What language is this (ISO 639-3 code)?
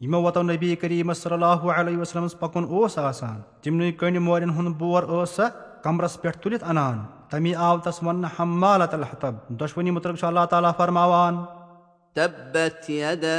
kas